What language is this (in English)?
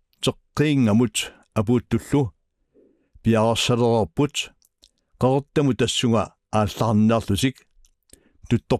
Kalaallisut